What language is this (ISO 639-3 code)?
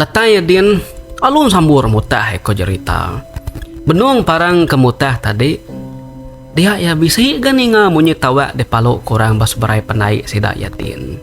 iba